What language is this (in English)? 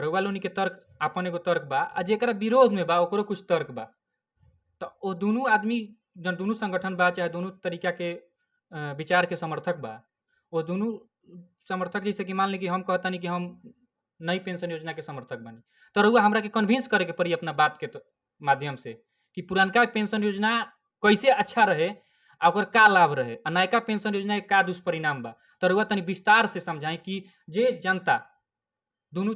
Bhojpuri